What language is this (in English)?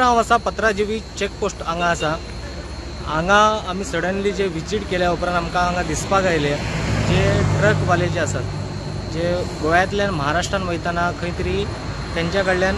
Konkani